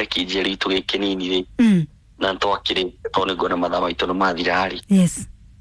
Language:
Kikuyu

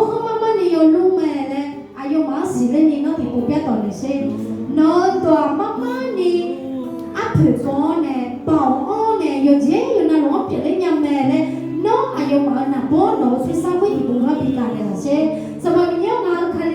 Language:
Akha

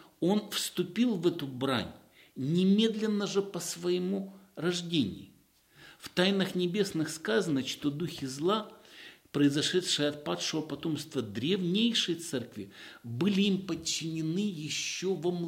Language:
Russian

